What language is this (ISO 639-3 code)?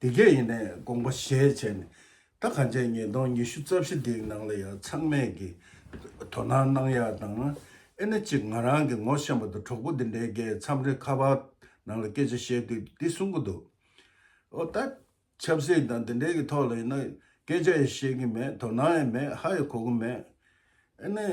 bod